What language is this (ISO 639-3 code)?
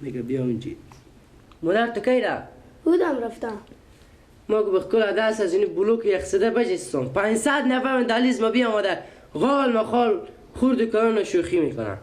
fas